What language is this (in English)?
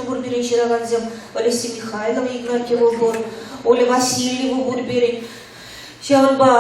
Chuvash